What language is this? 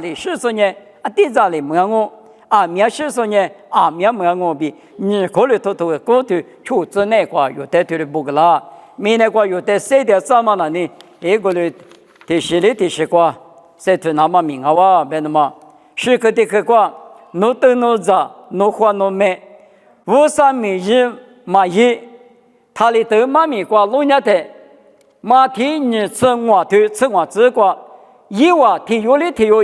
Lisu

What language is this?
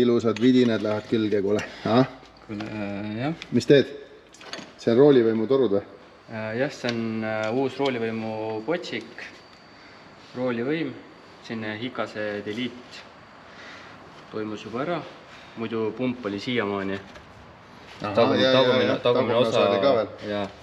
Estonian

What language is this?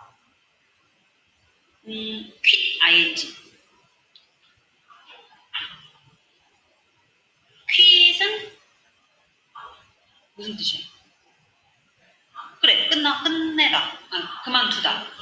Korean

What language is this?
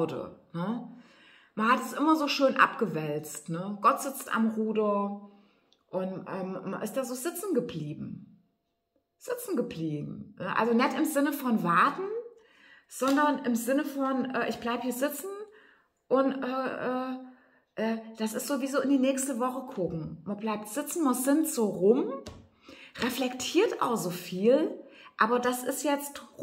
German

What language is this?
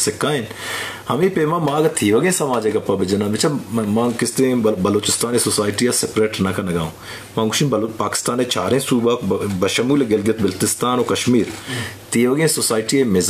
Eastern Balochi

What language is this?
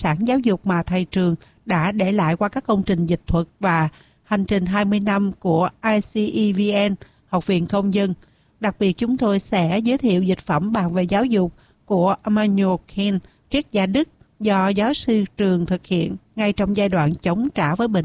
Vietnamese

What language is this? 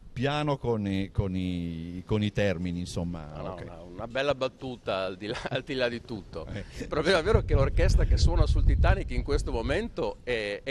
Italian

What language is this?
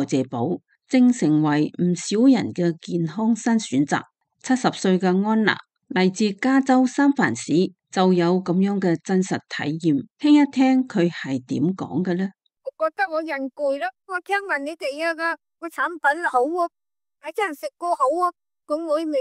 Cantonese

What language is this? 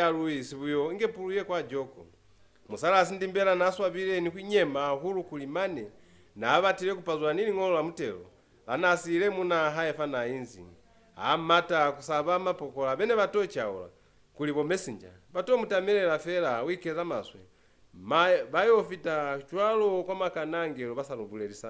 Lozi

